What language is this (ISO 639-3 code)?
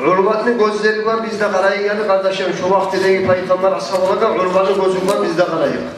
kum